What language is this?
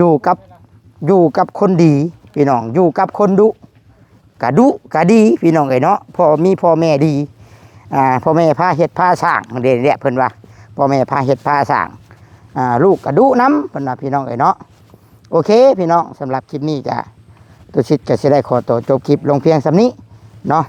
Northeastern Thai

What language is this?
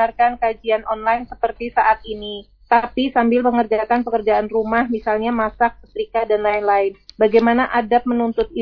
Indonesian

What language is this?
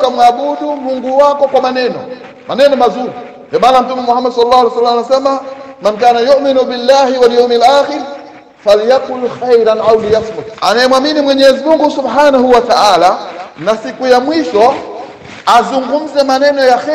Swahili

